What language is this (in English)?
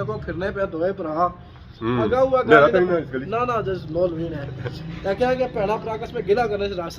Pahari-Potwari